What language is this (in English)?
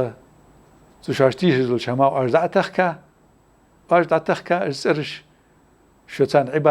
Ingush